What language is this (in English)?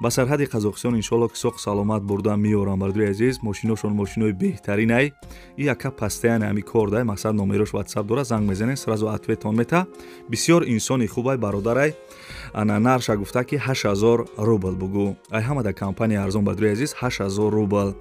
Tajik